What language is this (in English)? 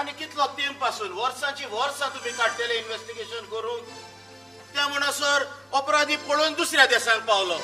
Konkani